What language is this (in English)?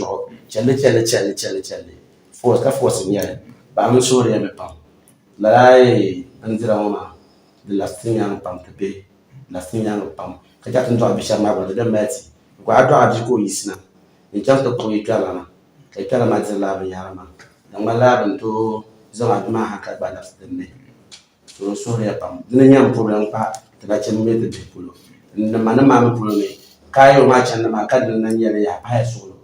Dagbani